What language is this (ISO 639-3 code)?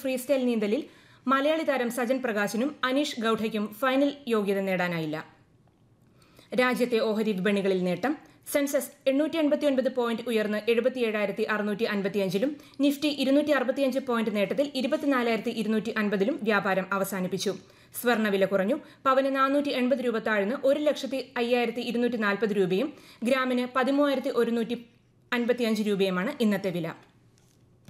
mal